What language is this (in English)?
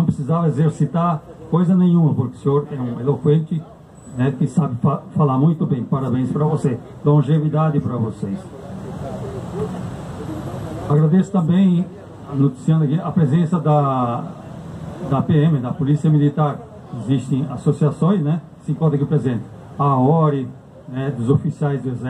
Portuguese